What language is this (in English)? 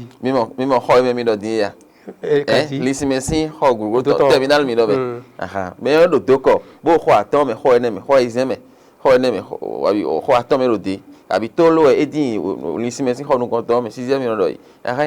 Fon